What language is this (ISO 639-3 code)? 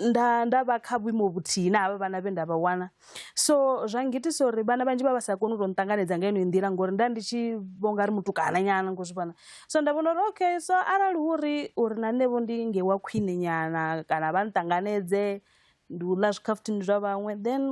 ven